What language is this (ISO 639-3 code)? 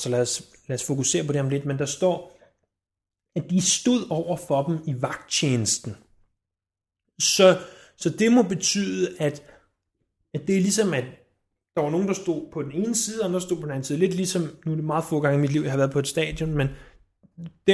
dan